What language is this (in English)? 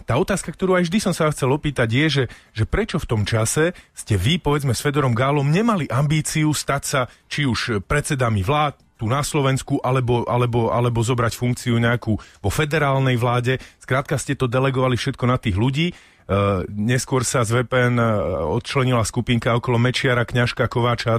Slovak